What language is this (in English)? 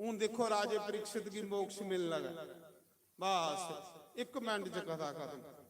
Dogri